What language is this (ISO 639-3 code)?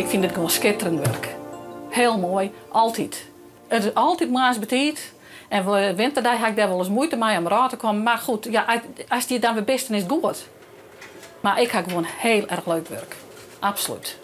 fry